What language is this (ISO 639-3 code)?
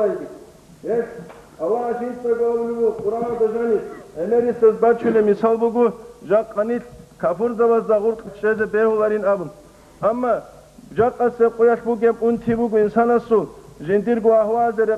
ava